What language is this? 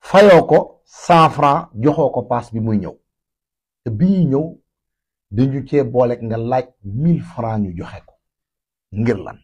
Wolof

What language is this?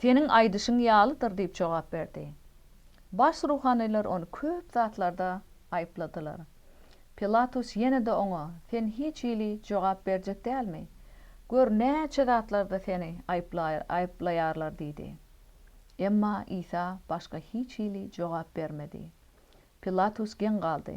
Turkmen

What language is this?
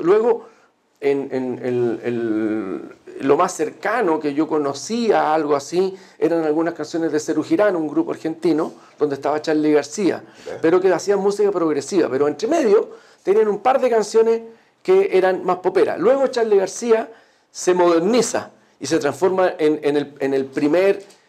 Spanish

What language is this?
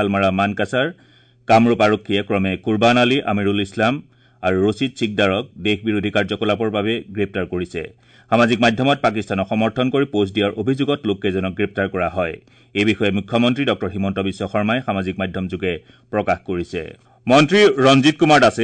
Assamese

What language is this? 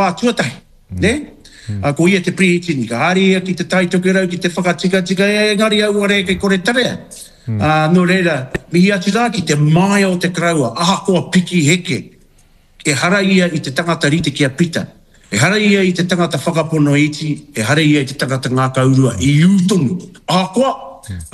Māori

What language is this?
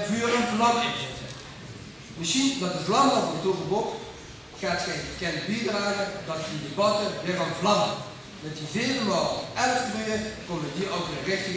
Limburgish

